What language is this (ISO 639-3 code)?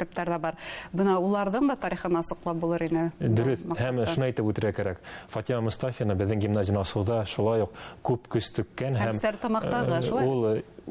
bak